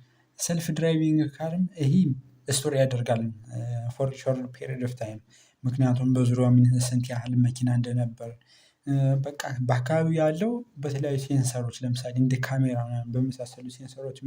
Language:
Amharic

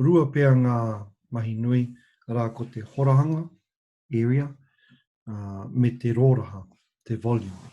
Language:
Māori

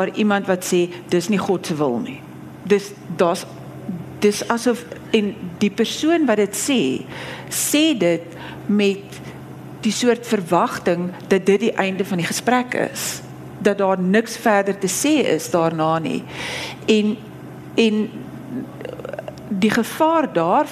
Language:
Afrikaans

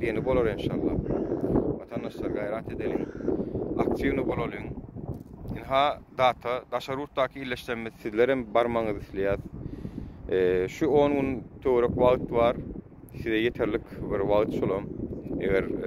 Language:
Turkmen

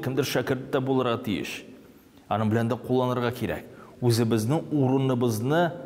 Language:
Tatar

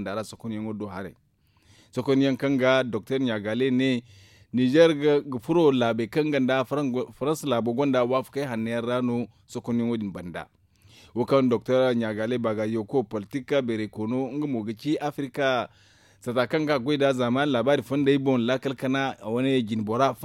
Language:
Zarma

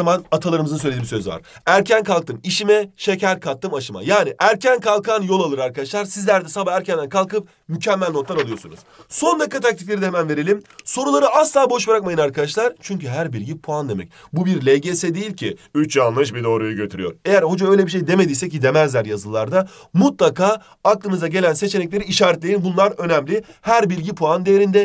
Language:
Turkish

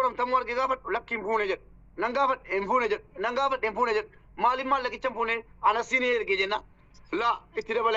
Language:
Oromo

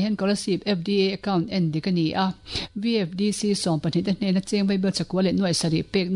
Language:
Mizo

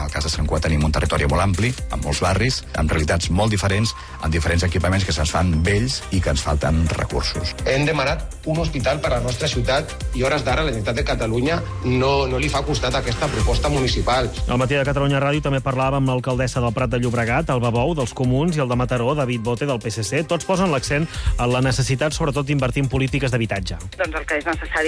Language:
Catalan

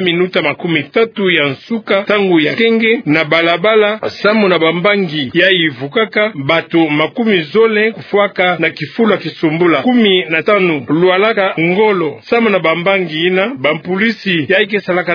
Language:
Kituba (Democratic Republic of Congo)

